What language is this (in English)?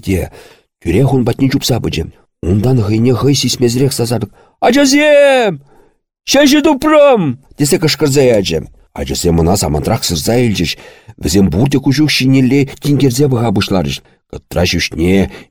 Chuvash